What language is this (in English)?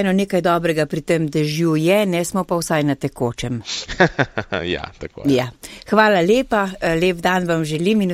Slovenian